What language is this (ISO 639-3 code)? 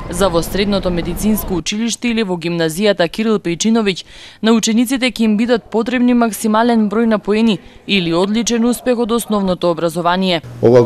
mkd